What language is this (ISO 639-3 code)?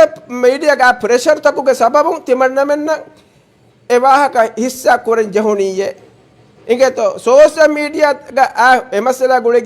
div